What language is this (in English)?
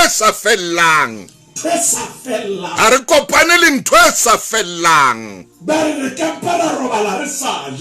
Southern Sotho